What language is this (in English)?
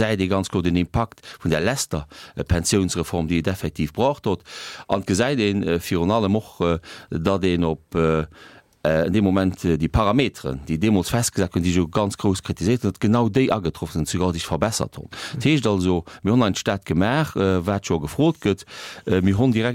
Luxembourgish